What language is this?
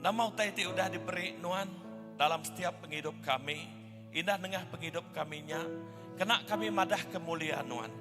Iban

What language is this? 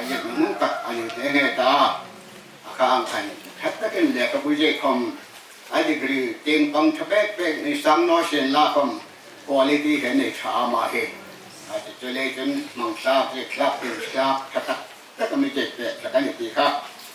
Hmar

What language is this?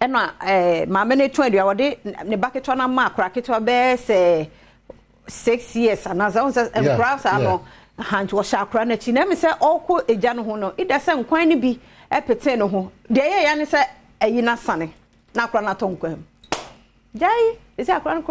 Akan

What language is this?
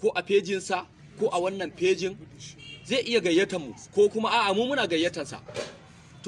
Hausa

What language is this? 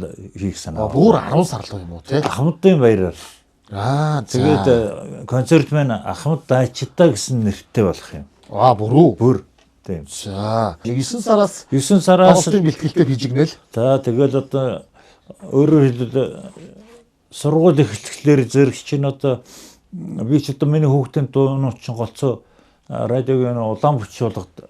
Mongolian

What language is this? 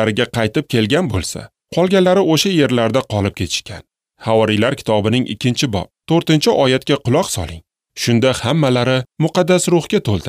Uzbek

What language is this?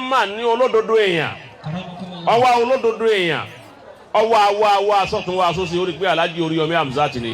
Yoruba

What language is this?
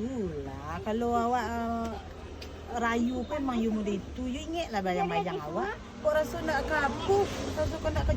Minangkabau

